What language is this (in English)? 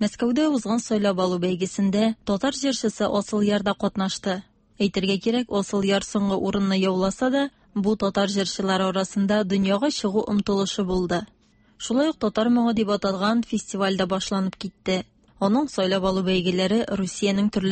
Tatar